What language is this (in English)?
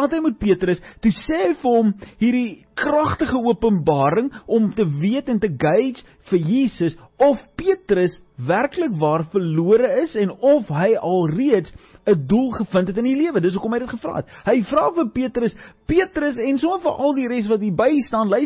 Afrikaans